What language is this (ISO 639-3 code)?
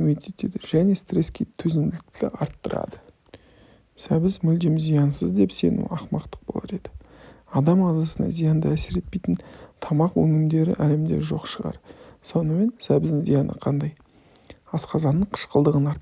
kaz